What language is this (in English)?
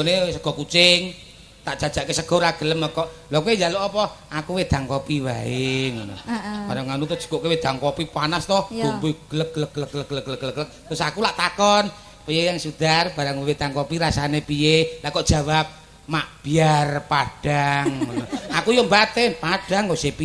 Javanese